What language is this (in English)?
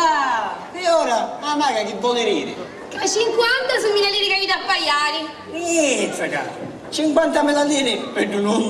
Sicilian